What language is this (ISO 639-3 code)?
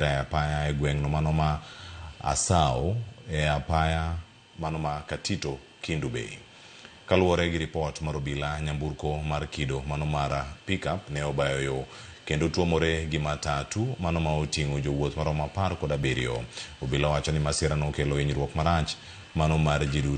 luo